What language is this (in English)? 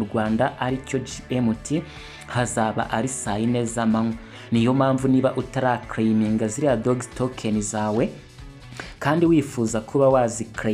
Kinyarwanda